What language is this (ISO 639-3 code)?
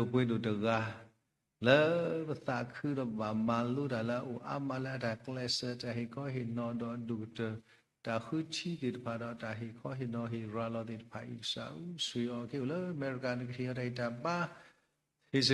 ksw